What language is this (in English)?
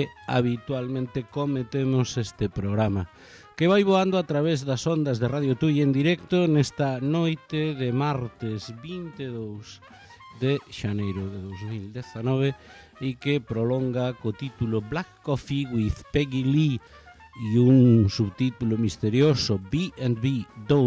Galician